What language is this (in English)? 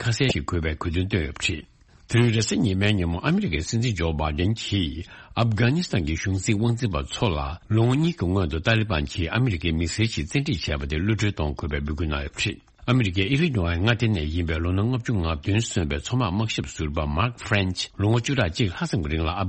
Tibetan